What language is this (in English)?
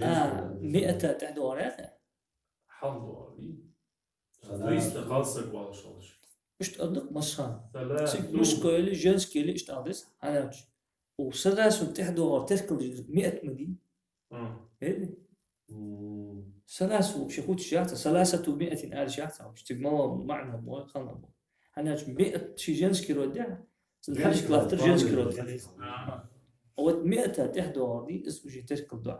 Ingush